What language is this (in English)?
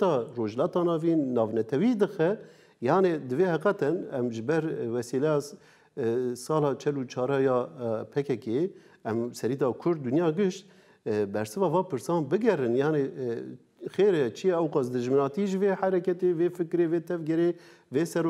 Kurdish